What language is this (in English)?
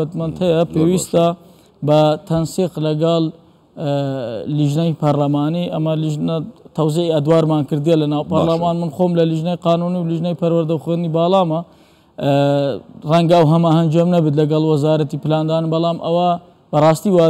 Central Kurdish